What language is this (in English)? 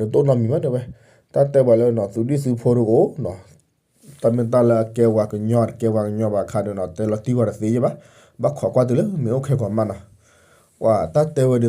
S'gaw Karen